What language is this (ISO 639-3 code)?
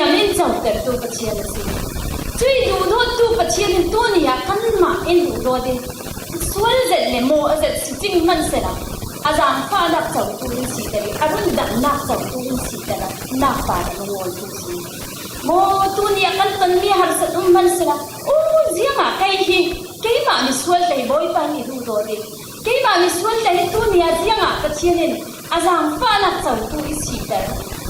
cfm